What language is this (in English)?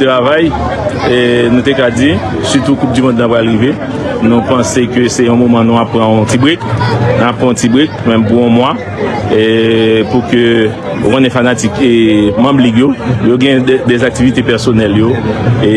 Haitian Creole